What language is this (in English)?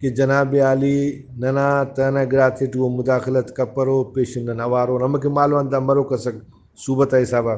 Brahui